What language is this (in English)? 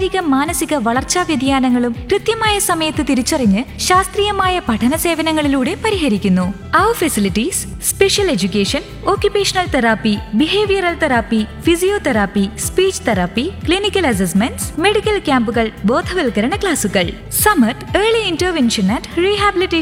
Malayalam